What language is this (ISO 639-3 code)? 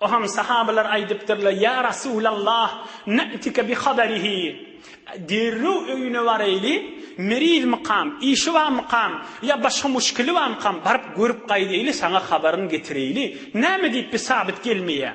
tuk